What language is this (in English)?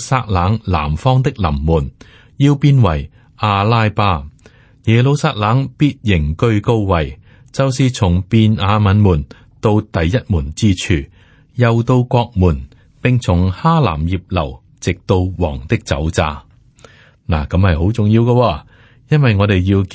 Cantonese